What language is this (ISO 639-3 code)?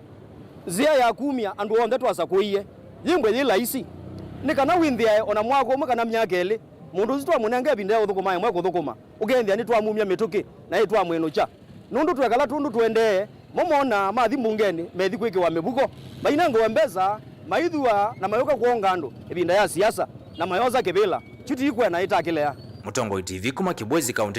kam